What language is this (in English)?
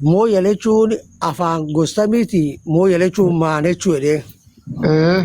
Oromo